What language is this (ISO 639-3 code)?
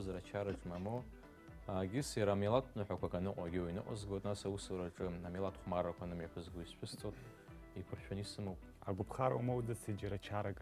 abk